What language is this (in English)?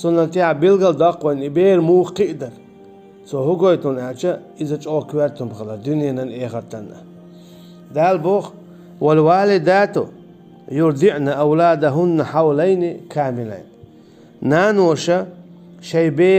Chechen